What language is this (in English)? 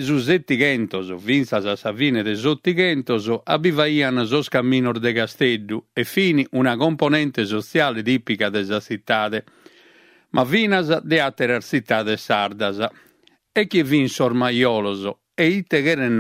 Sardinian